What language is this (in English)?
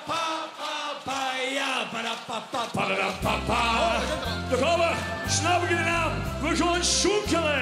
Limburgish